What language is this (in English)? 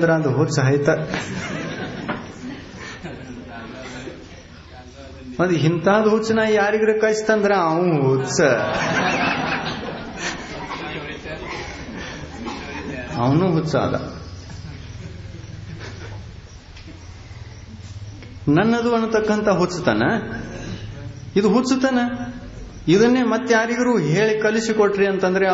Kannada